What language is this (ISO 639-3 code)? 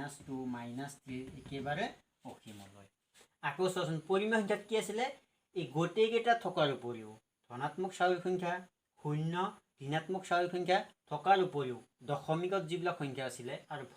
asm